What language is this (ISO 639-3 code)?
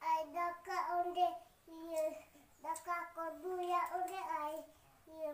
sat